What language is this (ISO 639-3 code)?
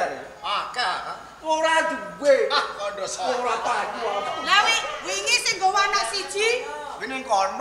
jav